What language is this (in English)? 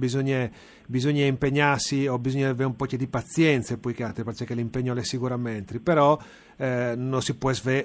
Friulian